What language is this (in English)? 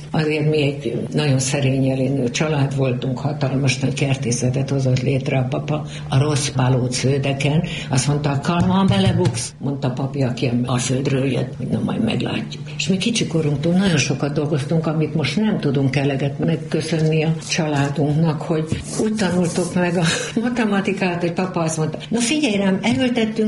Hungarian